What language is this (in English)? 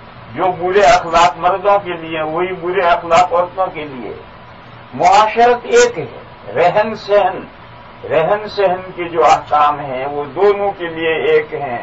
Urdu